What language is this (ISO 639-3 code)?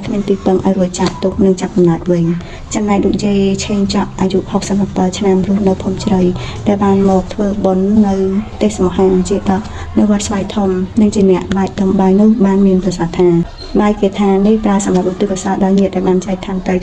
khm